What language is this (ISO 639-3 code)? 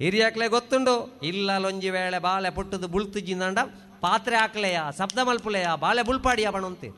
tcy